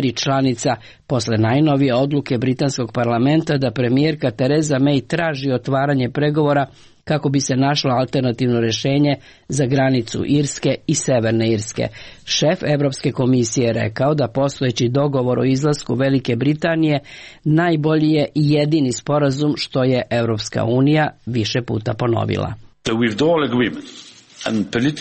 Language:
Serbian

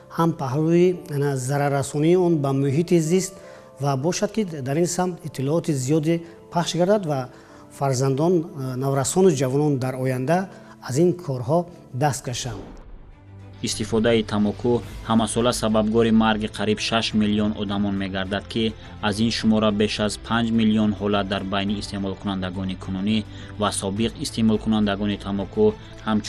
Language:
Tajik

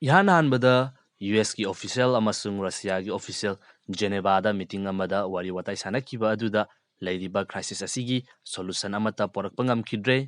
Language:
Manipuri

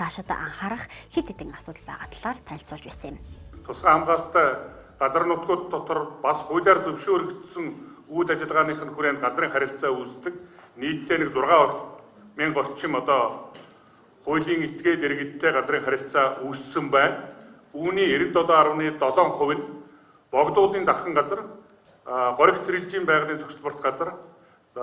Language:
Mongolian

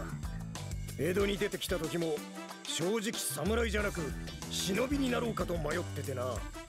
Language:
Japanese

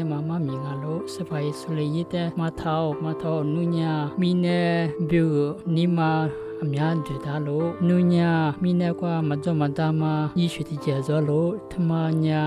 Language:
Lisu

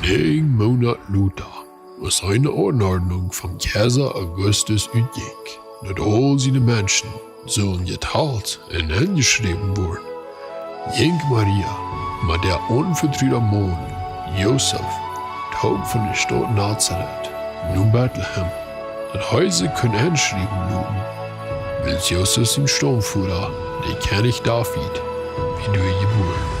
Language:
Plautdietsch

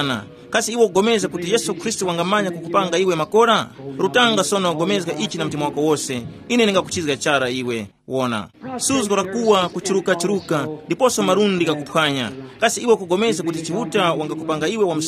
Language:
Tumbuka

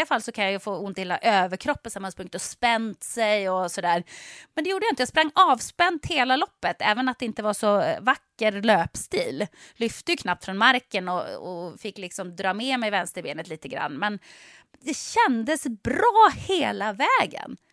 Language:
Swedish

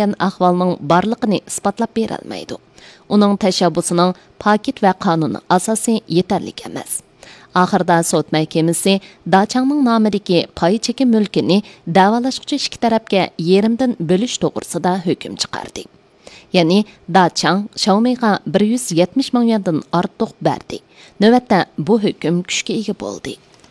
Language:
Uyghur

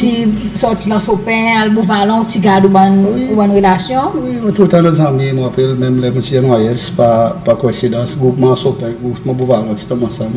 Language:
Seselwa Creole French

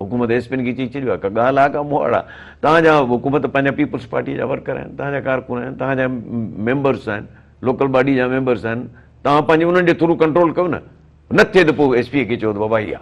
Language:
Sindhi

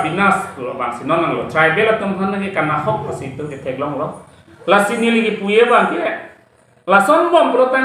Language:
Karbi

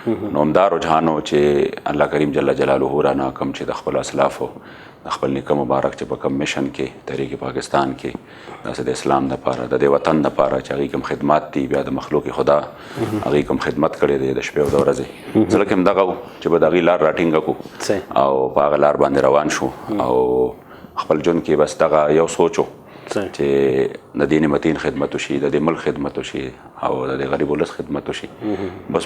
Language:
Pashto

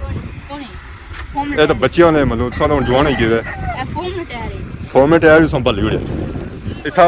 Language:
Pahari-Potwari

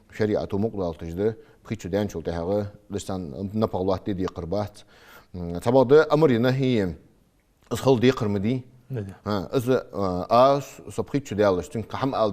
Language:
Ingush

